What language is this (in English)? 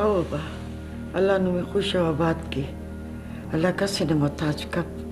Brahui